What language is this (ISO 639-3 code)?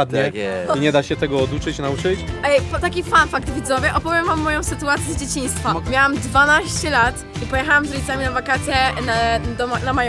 pol